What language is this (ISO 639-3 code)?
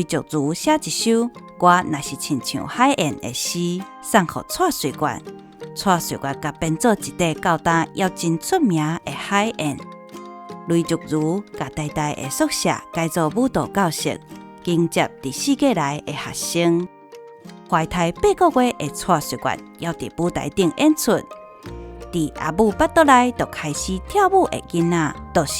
nan